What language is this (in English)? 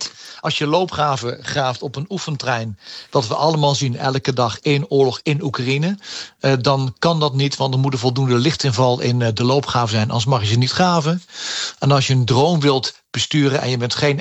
Dutch